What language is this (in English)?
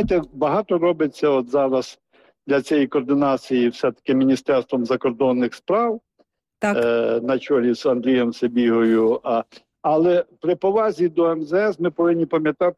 Ukrainian